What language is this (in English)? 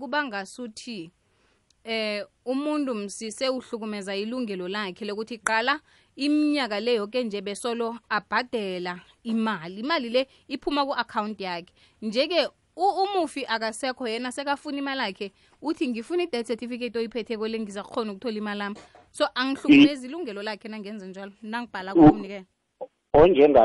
South Ndebele